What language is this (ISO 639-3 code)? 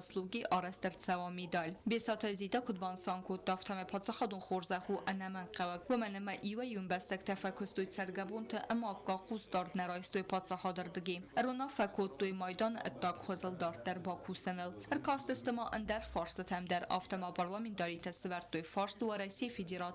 oss